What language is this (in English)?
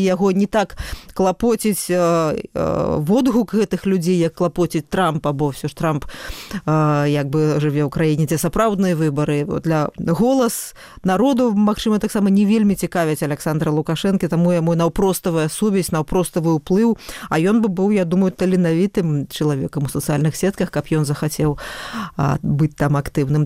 Belarusian